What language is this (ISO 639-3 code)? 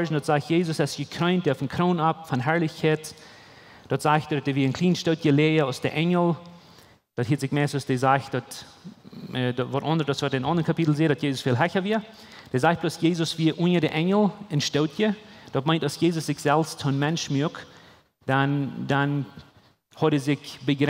pdt